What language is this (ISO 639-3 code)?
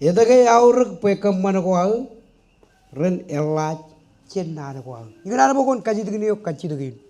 mah